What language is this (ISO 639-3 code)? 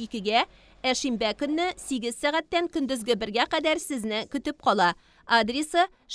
tat